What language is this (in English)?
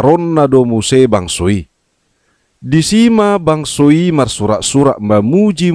Batak Toba